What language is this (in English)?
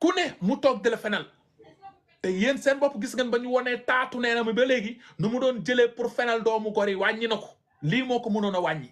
Wolof